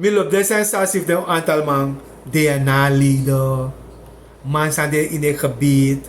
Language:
Sranan Tongo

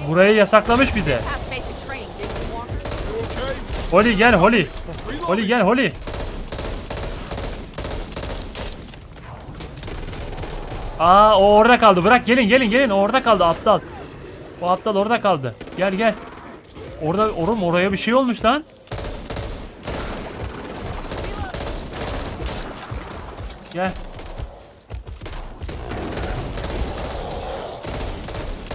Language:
Turkish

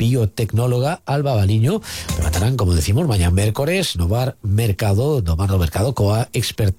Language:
Galician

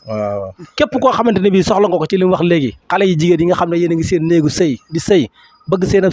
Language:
Wolof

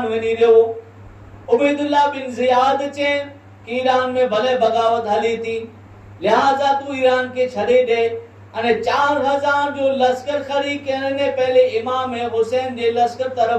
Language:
Kachhi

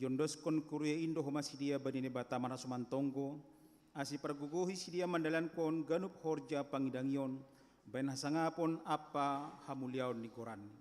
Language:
Batak Simalungun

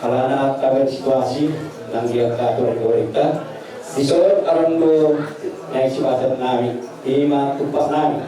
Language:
Batak Toba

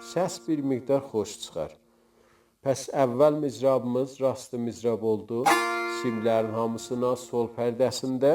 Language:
South Azerbaijani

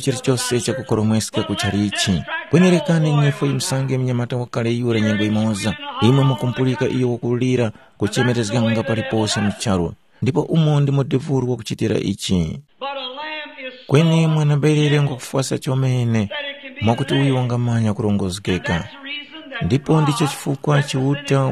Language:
Tumbuka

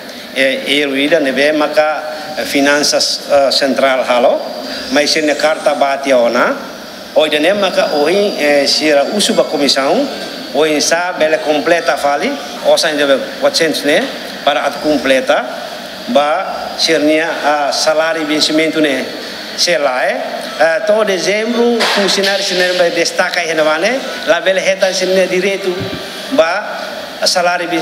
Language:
Tetum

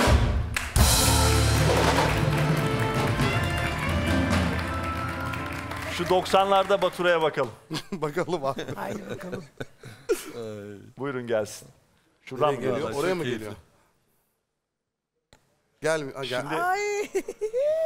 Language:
Turkish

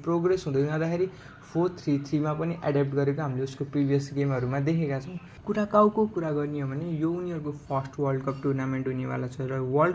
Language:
Nepali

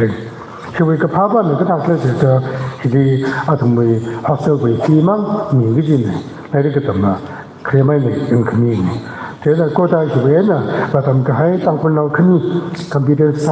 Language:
Tangkhul Naga (India)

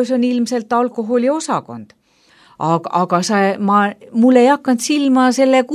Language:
Estonian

